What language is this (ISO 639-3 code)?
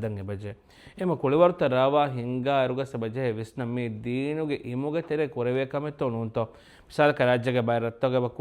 div